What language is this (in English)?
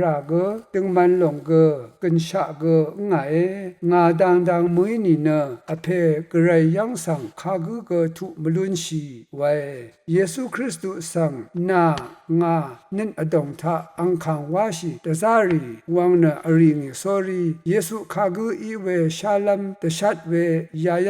Rawang